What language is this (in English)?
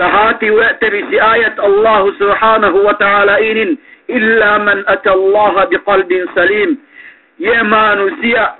Yakan